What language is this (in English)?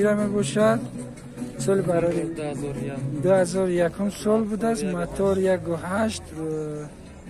Tajik